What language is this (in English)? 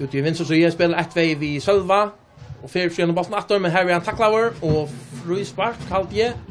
Faroese